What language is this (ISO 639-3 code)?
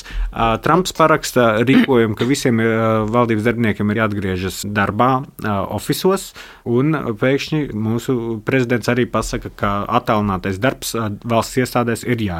lav